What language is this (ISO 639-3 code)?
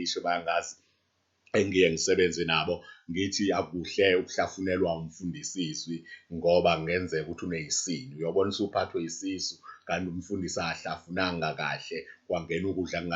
zul